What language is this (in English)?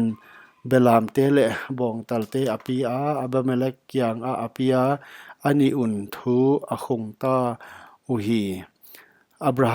Paite Chin